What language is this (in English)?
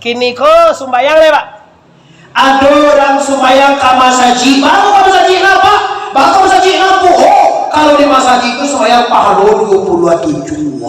Minangkabau